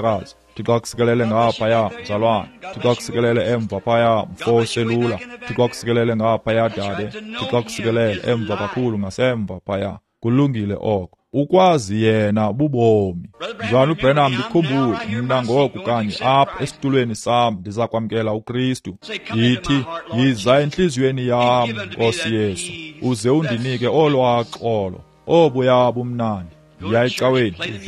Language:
Xhosa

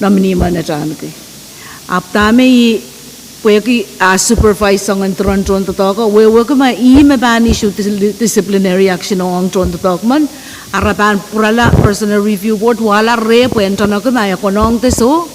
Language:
Pohnpeian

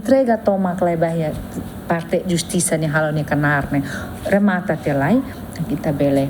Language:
Tetum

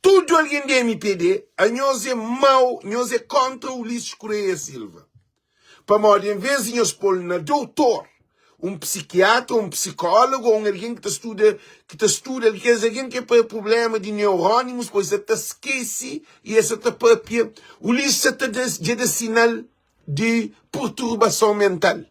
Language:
Kabuverdianu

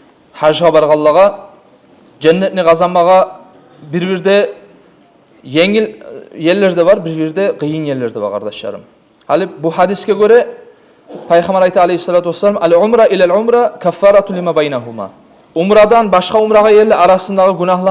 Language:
Kumyk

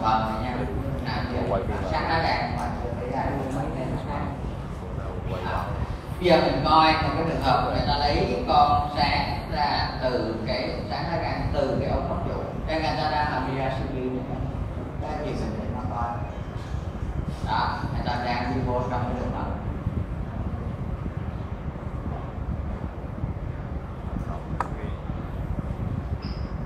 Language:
Vietnamese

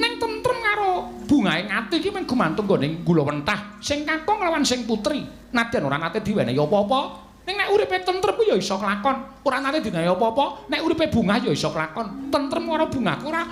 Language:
Javanese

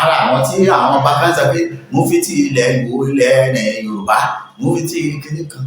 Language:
Yoruba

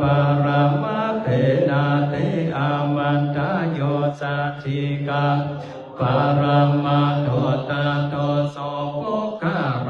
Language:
Pali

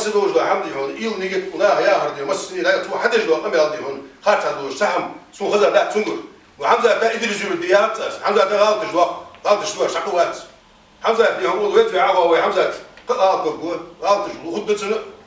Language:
Ingush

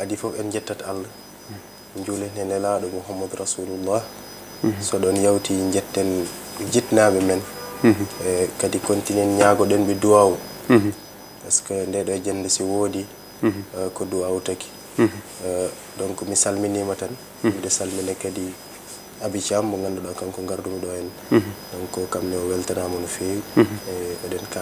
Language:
Fula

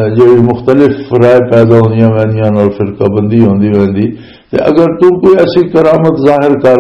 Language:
Western Panjabi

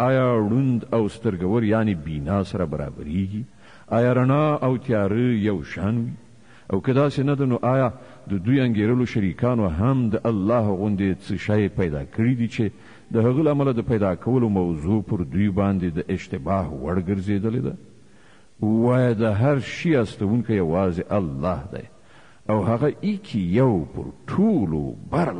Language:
Pashto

